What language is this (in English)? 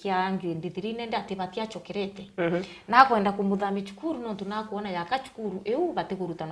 Meru